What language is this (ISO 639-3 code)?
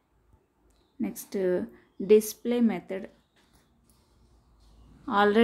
tel